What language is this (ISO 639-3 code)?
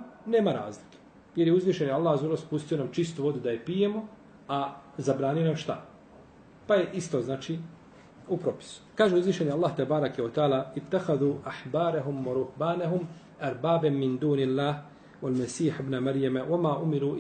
bos